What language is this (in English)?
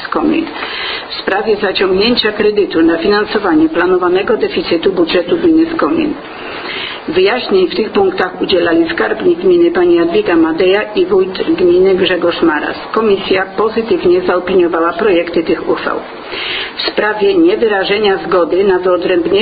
Polish